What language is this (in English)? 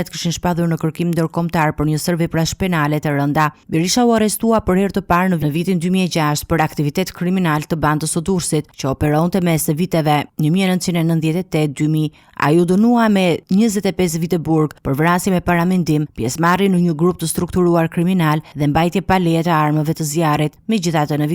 Albanian